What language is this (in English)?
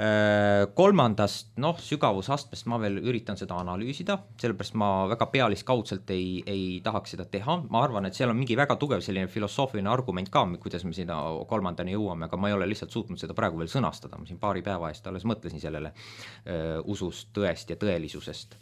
Estonian